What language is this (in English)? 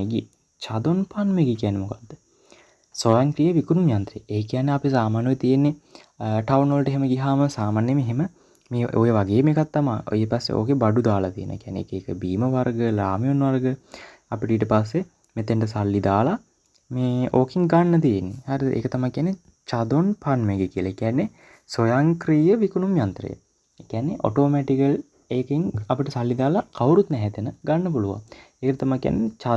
Sinhala